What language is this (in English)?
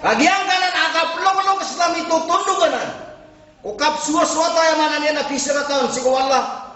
Maranao